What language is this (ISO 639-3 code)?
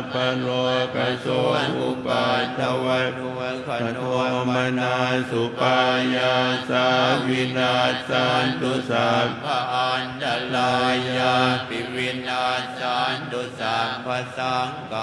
pli